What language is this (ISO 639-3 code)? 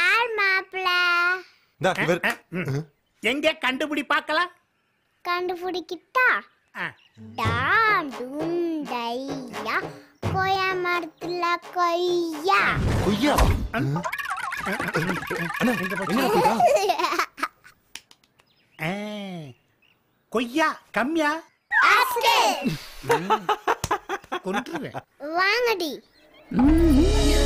tam